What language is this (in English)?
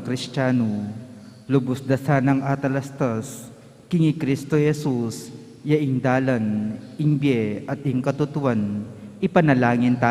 Pampanga